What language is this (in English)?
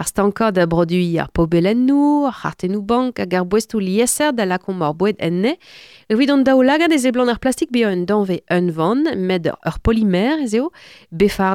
Breton